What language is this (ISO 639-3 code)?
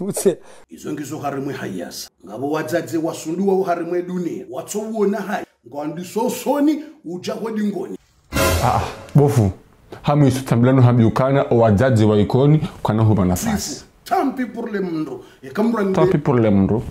zdj